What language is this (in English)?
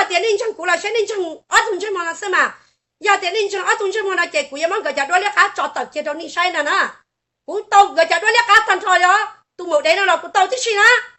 Hmong